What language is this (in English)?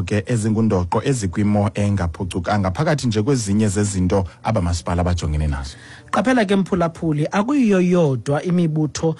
Xhosa